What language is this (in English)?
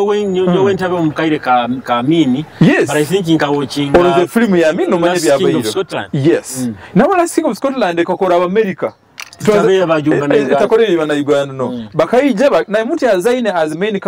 Nyoro